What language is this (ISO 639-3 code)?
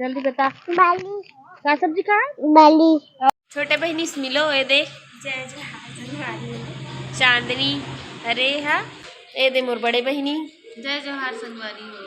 hne